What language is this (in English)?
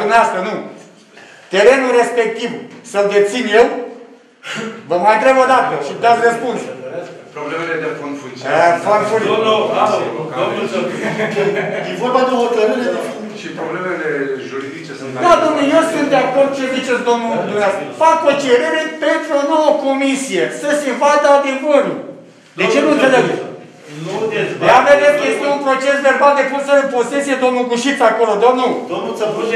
Romanian